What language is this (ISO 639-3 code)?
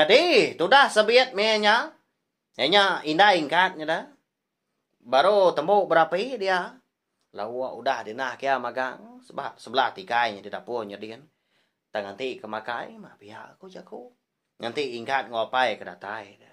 iba